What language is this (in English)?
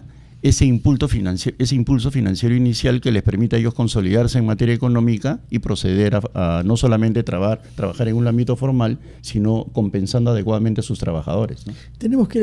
Spanish